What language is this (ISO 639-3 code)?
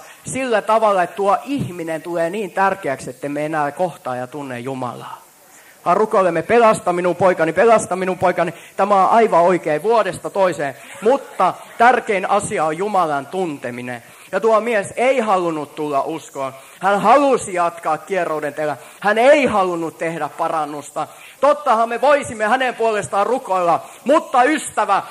fin